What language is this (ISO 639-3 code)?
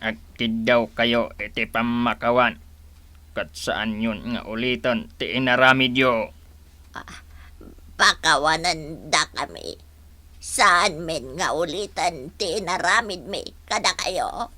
ilo